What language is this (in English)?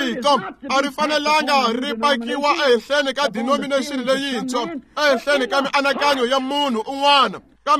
Tsonga